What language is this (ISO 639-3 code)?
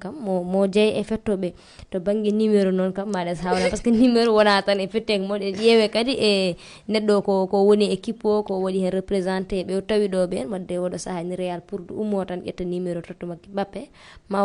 ful